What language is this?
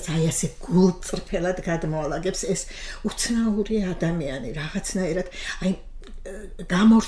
Georgian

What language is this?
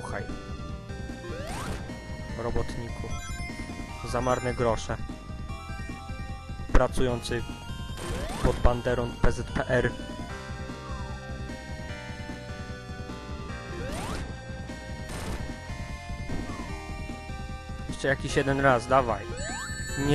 Polish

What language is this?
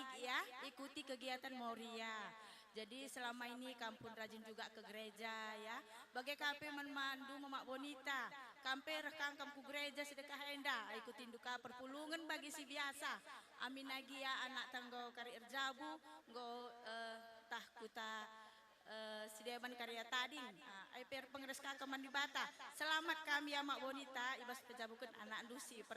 Batak Karo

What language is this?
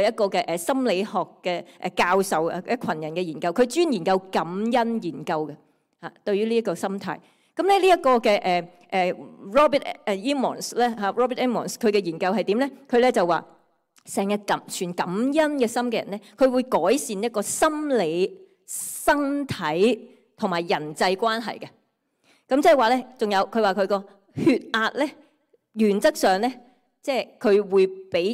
Cantonese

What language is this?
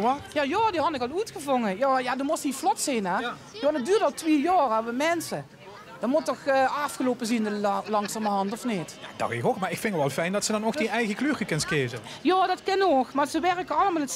Limburgish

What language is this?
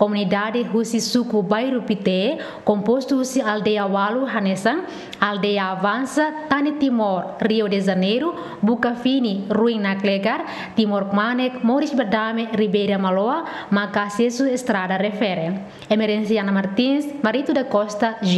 Tetum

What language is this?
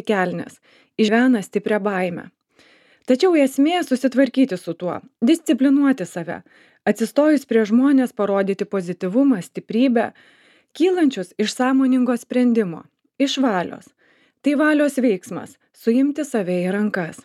Lithuanian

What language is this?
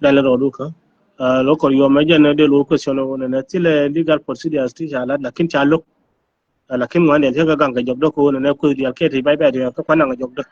Nuer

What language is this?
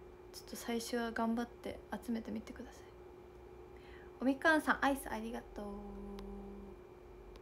Japanese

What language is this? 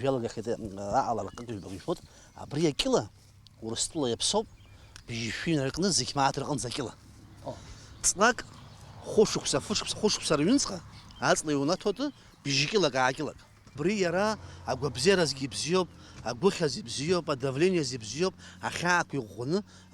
Abkhazian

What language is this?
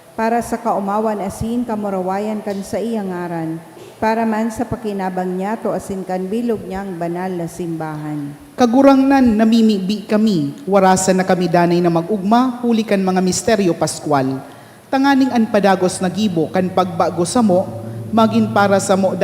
Bikol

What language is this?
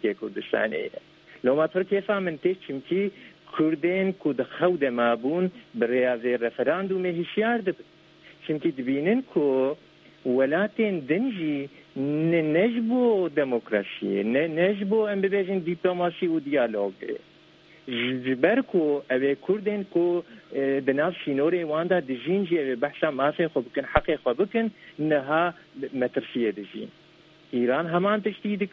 Kurdish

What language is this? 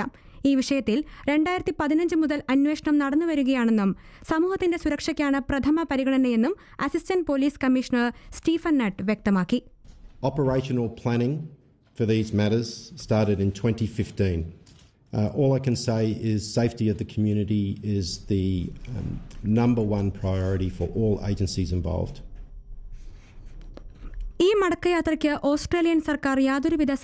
Malayalam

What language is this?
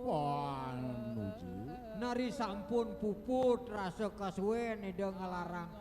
Balinese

